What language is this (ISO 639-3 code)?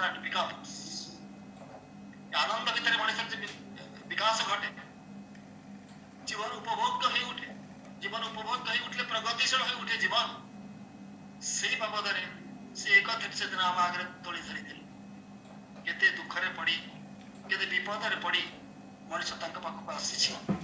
ori